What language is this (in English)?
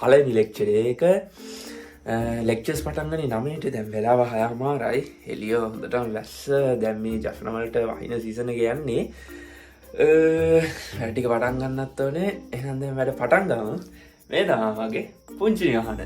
Sinhala